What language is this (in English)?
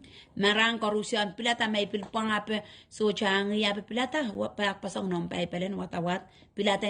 Pohnpeian